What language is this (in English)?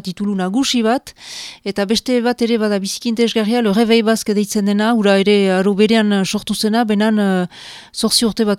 Basque